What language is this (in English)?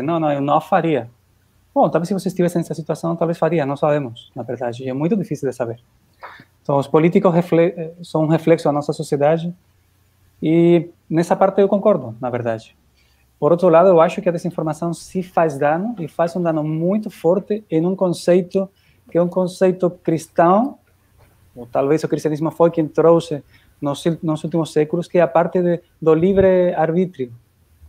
Portuguese